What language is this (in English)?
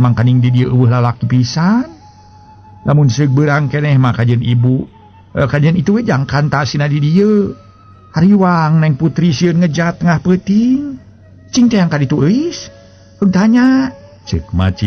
Sundanese